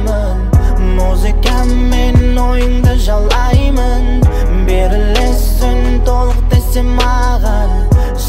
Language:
Kazakh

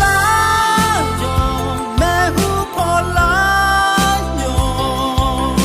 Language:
Akha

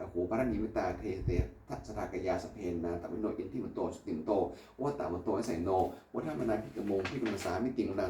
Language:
Pali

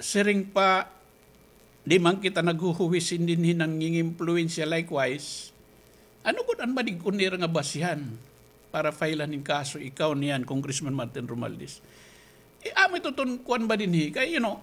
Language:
Waray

